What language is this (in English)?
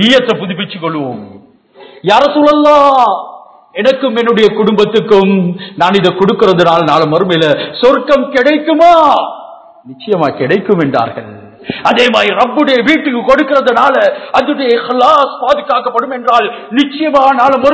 Tamil